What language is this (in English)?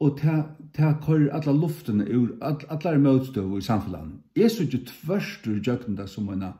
Faroese